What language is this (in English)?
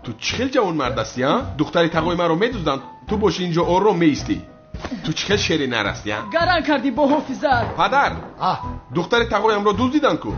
Tajik